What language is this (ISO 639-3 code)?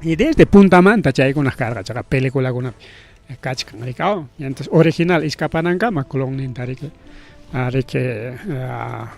quy